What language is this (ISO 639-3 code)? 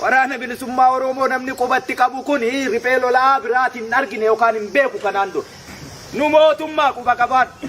orm